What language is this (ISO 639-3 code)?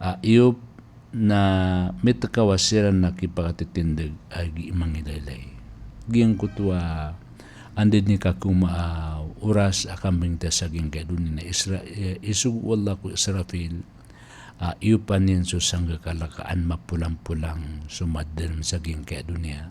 mrw